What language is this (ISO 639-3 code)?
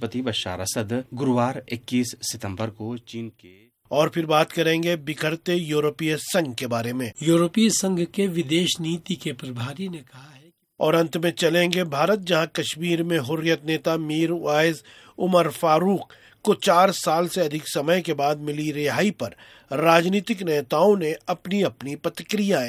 hin